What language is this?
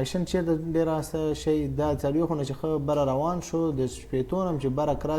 Pashto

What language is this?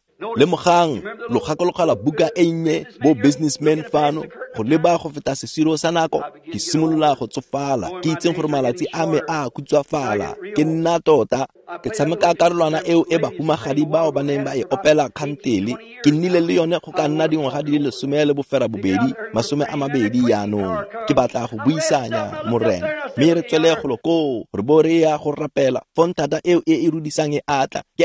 Tswana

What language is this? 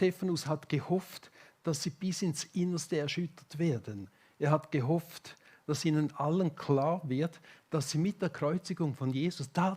Swiss German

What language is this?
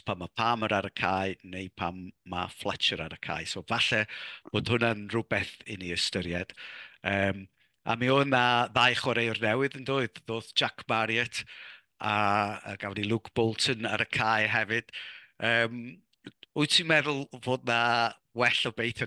Welsh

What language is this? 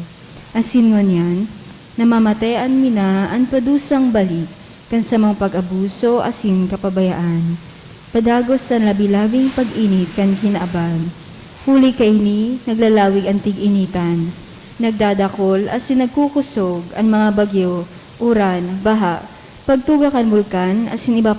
Bikol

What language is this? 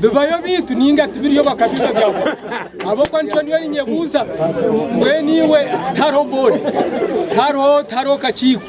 Nyankole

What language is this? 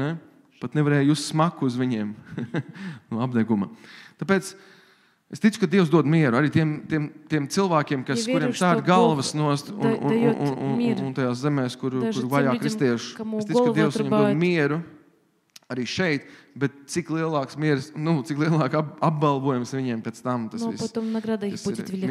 Latvian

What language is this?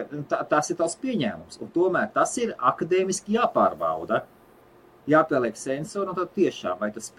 Latvian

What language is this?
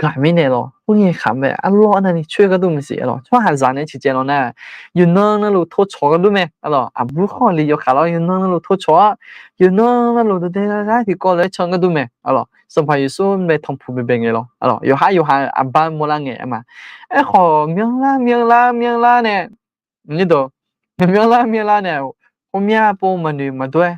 Akha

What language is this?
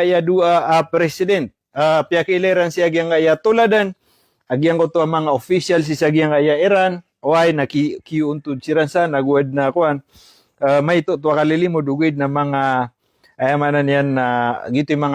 Maranao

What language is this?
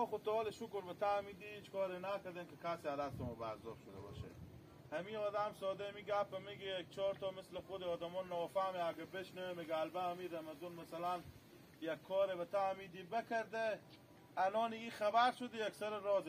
Hazaragi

